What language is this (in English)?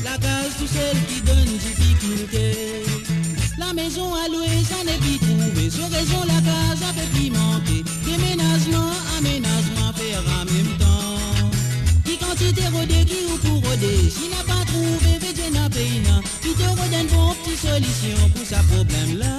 Morisyen